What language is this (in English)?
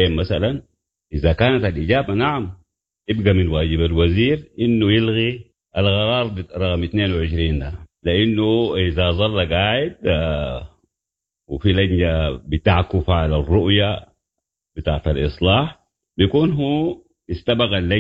Sudanese Arabic